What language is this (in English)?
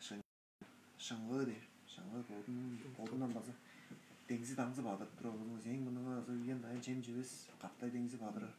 Tuvinian